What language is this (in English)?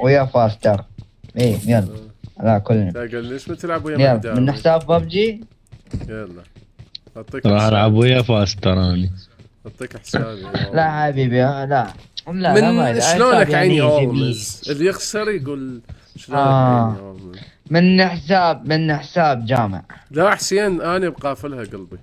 Mesopotamian Arabic